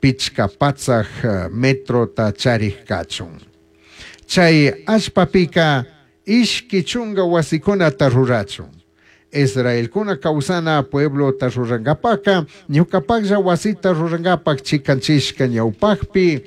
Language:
Chimborazo Highland Quichua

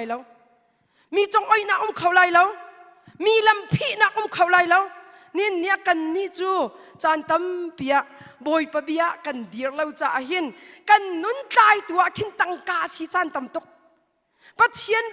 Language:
Hakha Chin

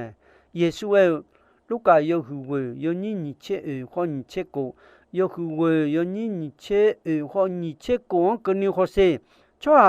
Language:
Akha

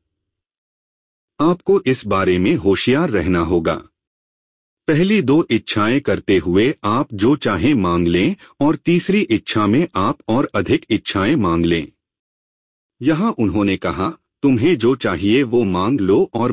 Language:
Hindi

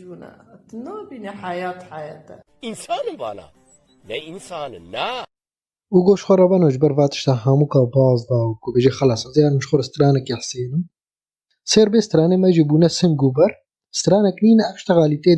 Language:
Kurdish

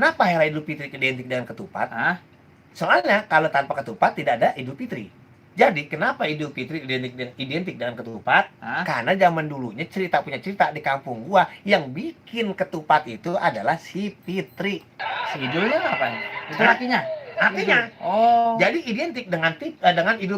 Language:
Betawi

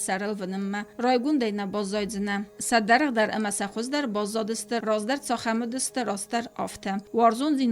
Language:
Ossetic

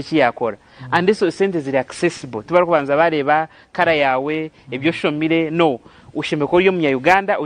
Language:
Nyankole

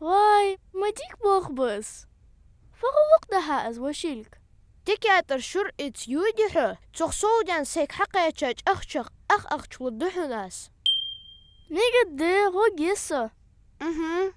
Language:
Ingush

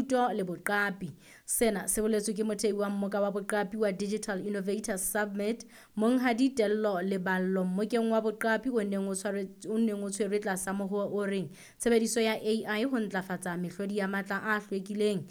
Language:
Southern Sotho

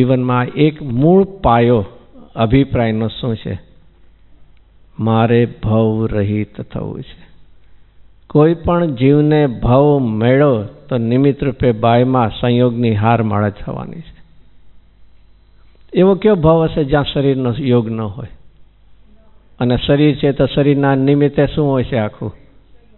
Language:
Gujarati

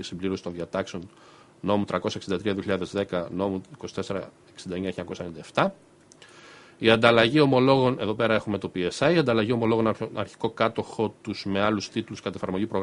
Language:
Greek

